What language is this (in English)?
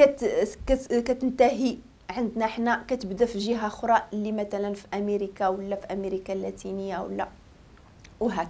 Moroccan Arabic